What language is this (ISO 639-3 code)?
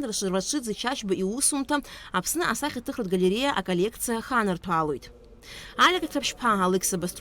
abk